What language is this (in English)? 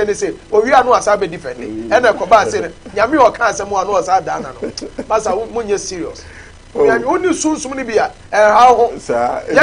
Akan